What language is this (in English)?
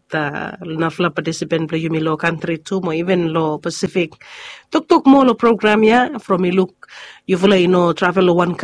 Bislama